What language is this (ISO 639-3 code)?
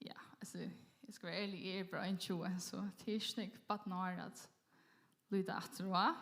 fao